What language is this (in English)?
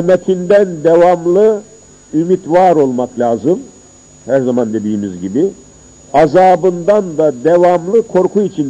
Turkish